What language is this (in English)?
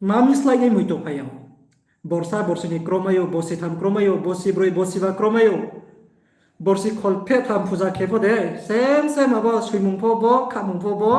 Riang (India)